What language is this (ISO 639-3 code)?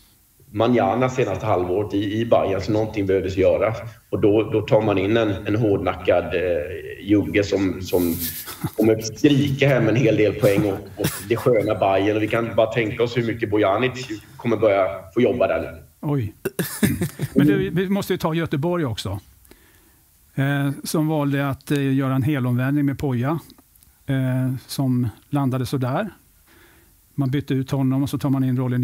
swe